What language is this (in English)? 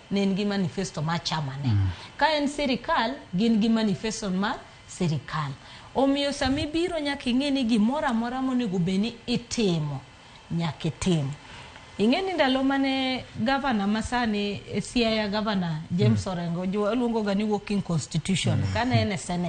Luo (Kenya and Tanzania)